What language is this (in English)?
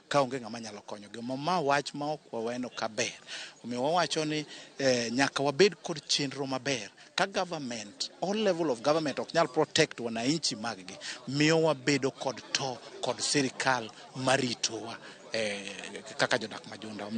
Luo (Kenya and Tanzania)